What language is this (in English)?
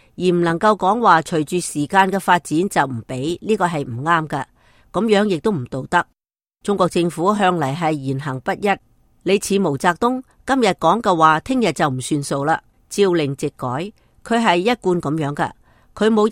Cantonese